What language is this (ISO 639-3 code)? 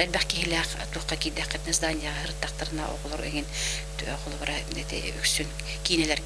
sah